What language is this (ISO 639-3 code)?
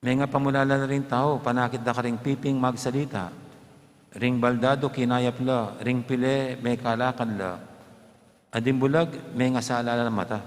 pam